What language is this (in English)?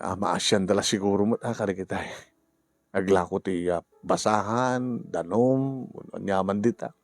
Iloko